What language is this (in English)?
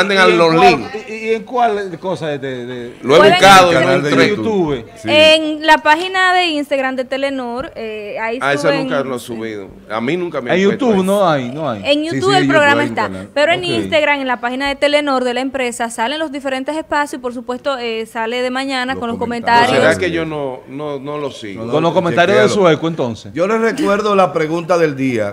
Spanish